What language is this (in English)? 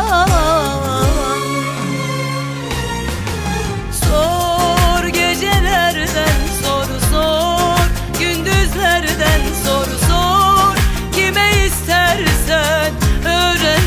Turkish